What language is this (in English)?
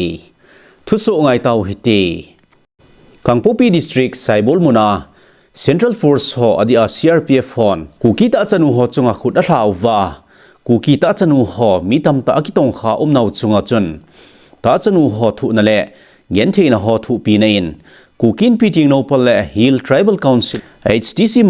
Thado Chin